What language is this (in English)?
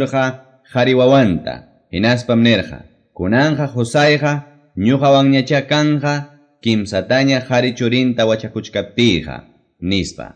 Quechua